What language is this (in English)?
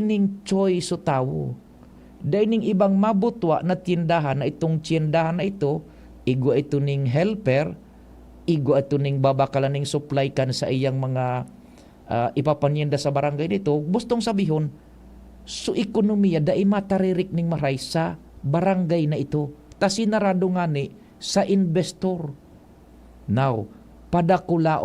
Bikol